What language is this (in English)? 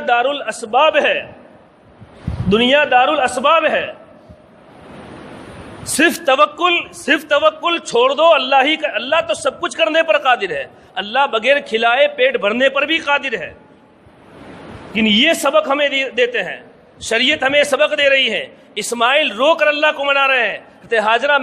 Urdu